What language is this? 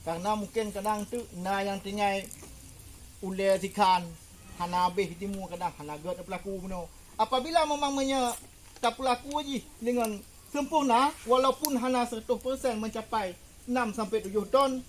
Achinese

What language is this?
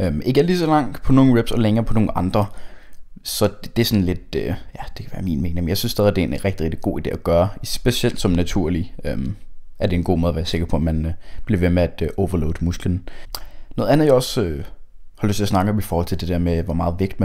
Danish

